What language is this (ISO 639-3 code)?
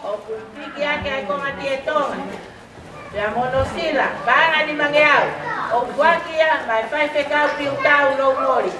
ton